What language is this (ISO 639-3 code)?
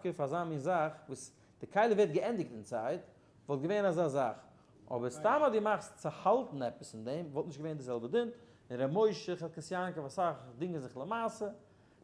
yid